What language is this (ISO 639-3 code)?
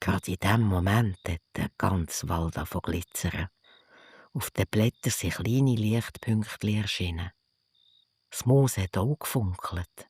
gsw